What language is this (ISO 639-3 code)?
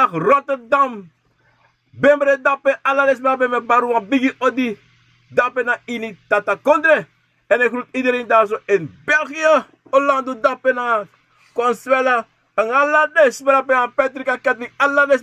srn